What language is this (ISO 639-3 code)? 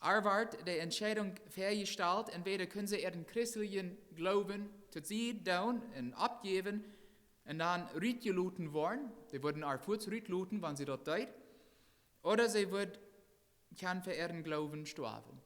pdt